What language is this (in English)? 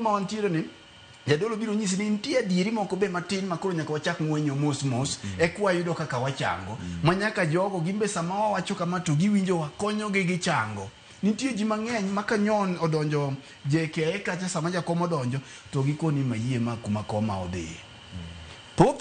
Luo (Kenya and Tanzania)